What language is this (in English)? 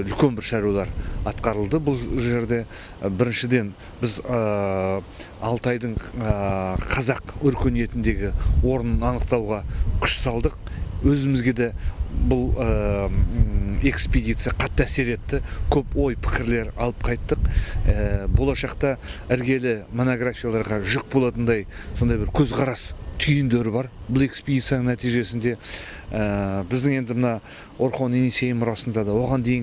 Kazakh